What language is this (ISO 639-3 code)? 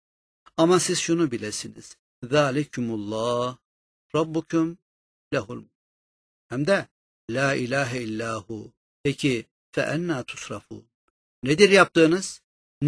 tur